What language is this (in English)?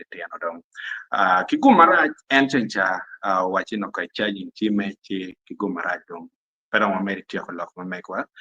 Acoli